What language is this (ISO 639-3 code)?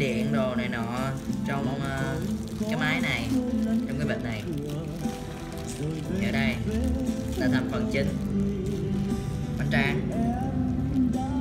vie